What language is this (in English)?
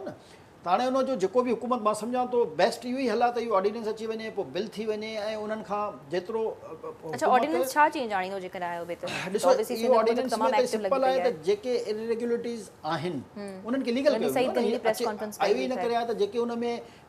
Sindhi